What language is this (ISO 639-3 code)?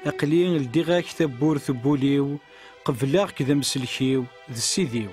kab